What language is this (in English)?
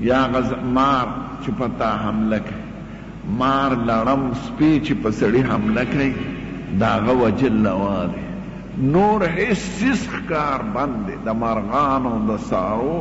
Pashto